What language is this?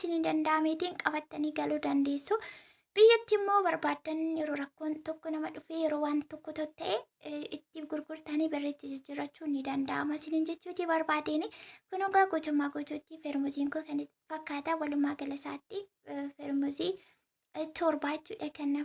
Oromo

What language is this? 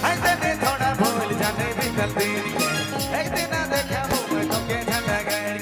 Sadri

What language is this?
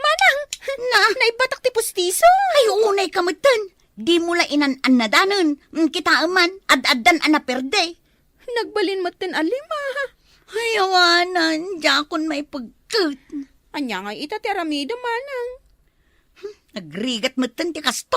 Iloko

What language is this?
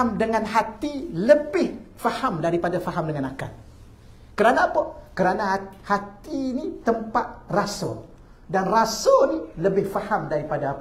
Malay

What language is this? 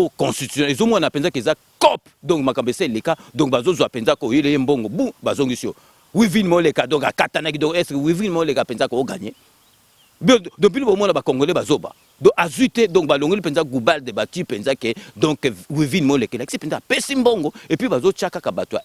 Lingala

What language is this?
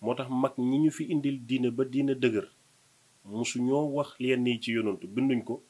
Wolof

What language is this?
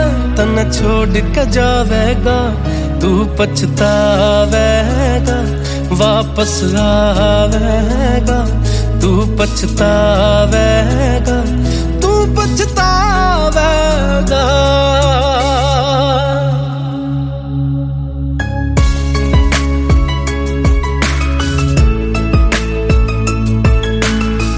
Hindi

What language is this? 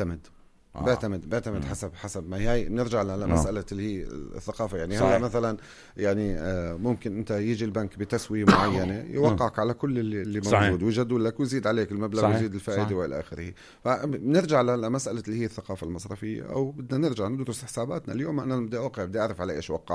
North Levantine Arabic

